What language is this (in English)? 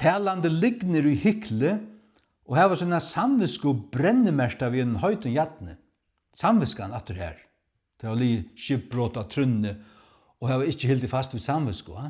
Faroese